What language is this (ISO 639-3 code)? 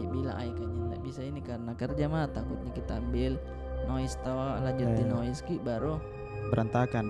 mfp